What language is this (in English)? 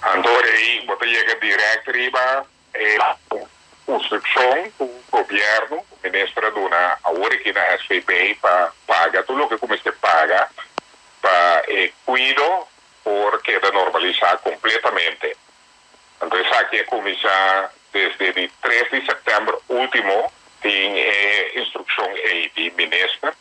Papiamento